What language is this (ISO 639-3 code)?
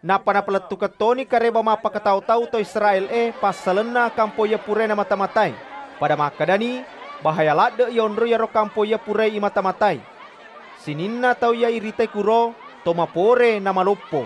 bug